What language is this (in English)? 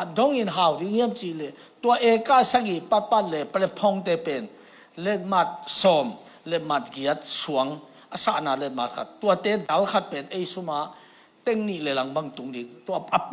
Tedim Chin